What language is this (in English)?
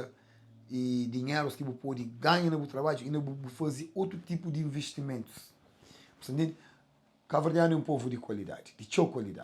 Kabuverdianu